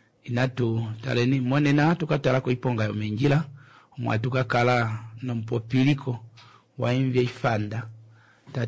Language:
Kuanyama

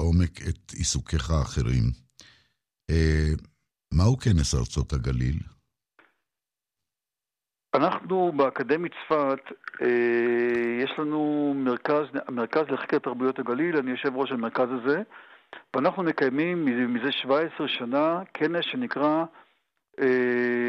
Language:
Hebrew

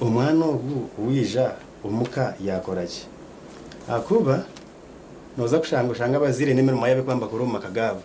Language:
Nyankole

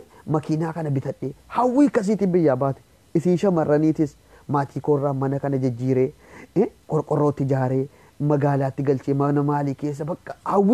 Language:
Oromo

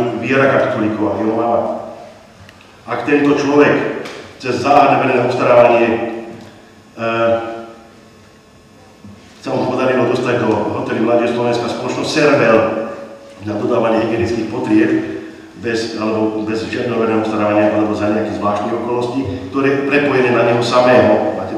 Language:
Slovak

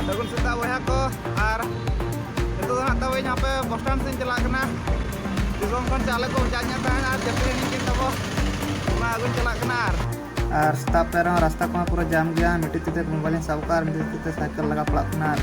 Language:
Santali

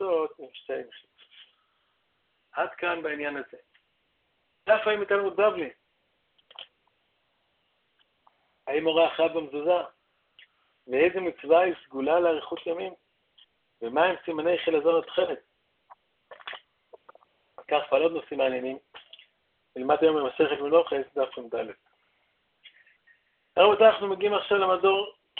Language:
Hebrew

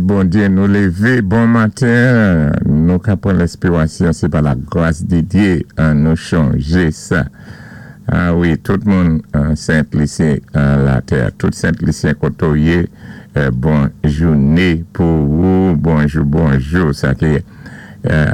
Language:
Saint Lucian Creole French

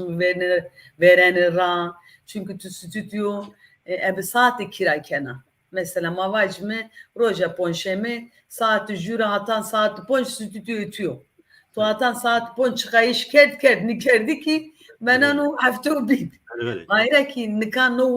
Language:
Zaza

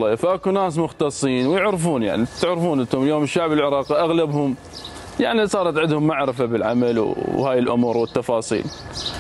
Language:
Mesopotamian Arabic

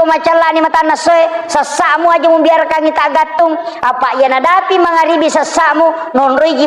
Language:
Buginese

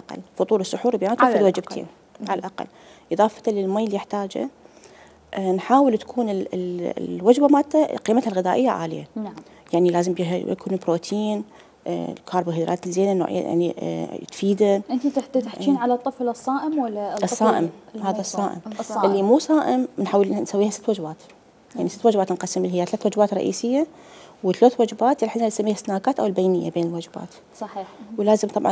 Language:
Mesopotamian Arabic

